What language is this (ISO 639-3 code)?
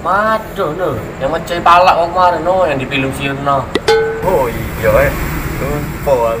mui